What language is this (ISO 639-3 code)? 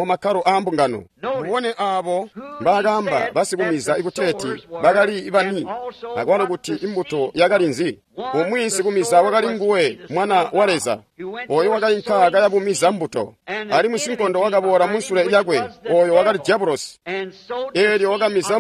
toi